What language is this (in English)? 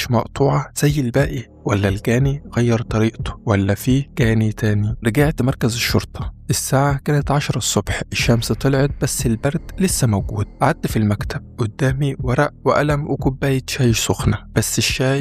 Egyptian Arabic